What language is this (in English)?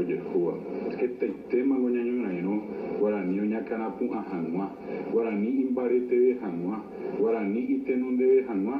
Guarani